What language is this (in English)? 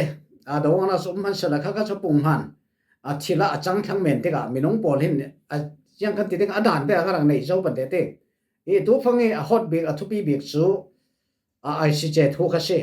Falam Chin